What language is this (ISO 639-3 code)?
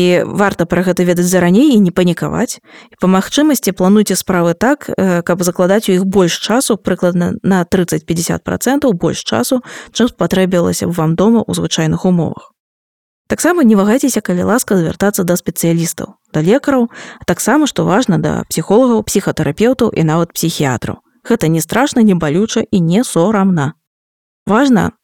bel